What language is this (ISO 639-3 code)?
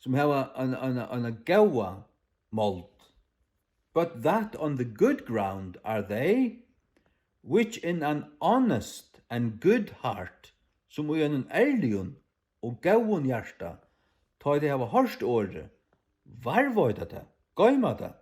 fao